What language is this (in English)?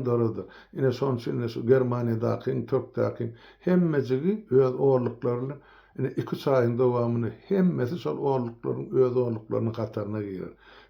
Turkmen